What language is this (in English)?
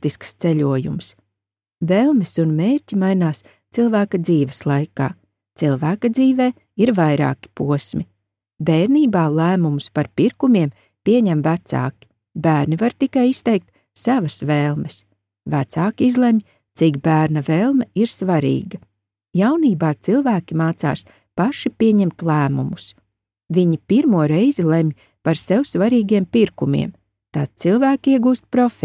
Latvian